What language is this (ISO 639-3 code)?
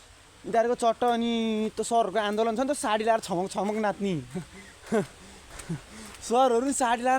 nep